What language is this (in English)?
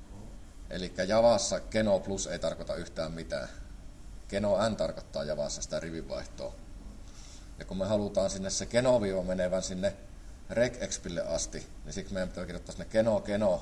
Finnish